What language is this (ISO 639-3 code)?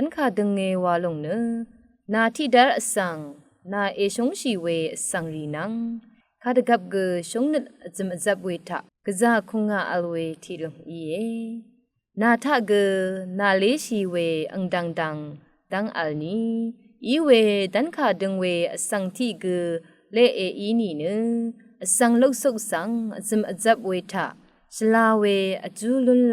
raw